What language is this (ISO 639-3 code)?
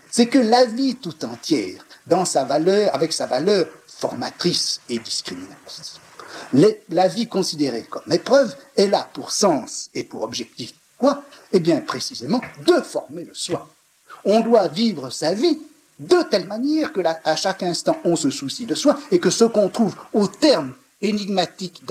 fra